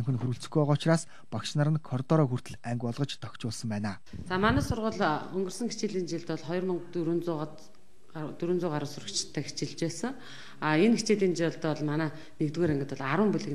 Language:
Mongolian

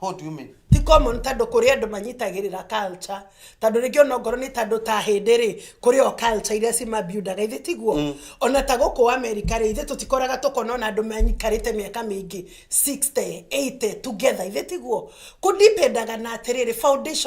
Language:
Kikuyu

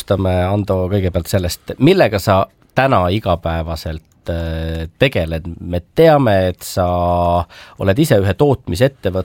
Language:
Estonian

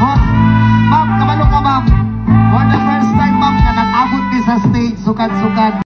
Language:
Cebuano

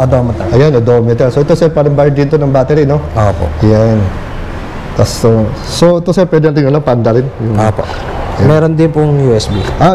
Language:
Filipino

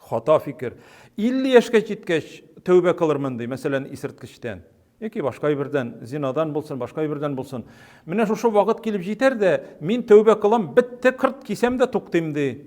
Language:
Tatar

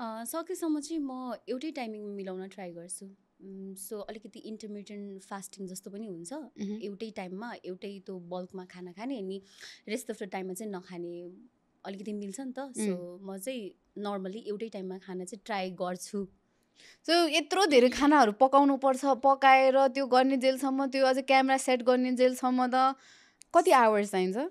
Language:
Nepali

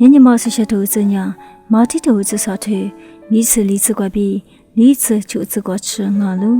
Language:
Lisu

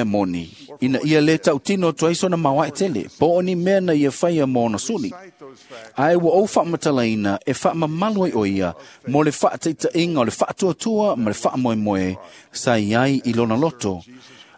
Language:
Samoan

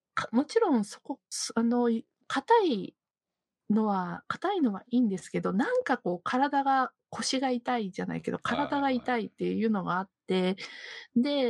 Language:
Japanese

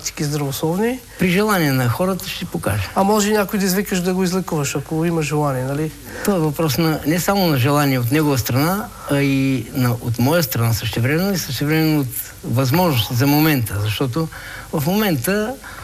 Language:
Bulgarian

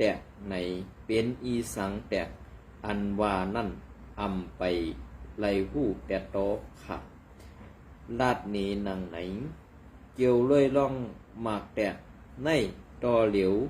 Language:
Shan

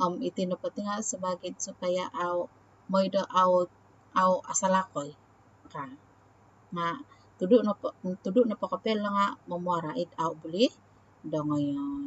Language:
Central Dusun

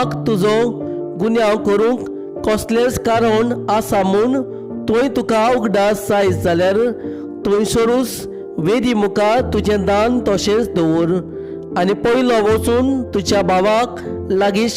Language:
Konkani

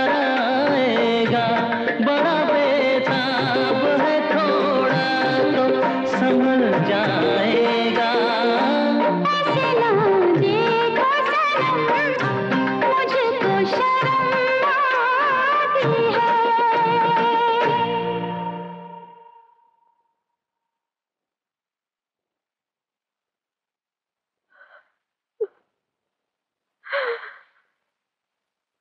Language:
Hindi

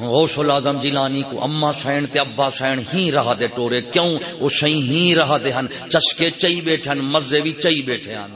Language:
Saraiki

